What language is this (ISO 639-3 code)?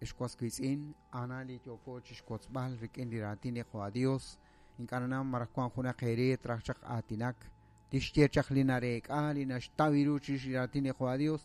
kek